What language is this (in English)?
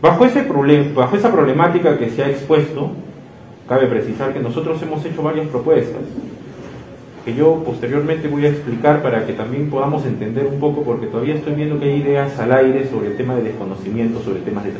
Spanish